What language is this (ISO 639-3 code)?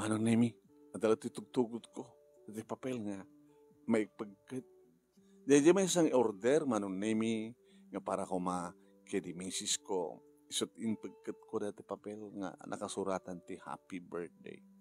ilo